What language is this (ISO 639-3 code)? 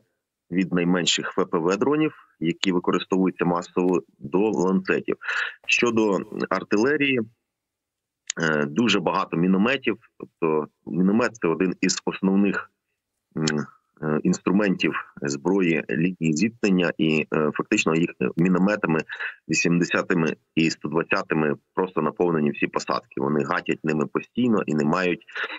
ukr